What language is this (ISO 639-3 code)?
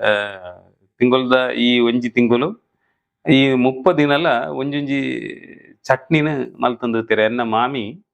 tcy